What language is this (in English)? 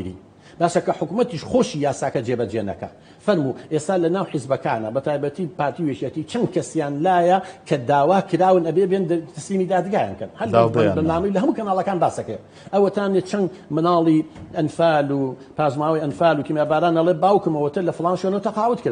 Central Kurdish